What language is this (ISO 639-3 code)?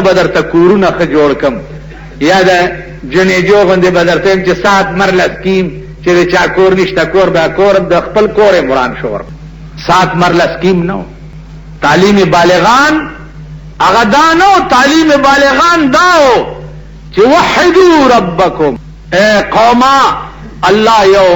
pus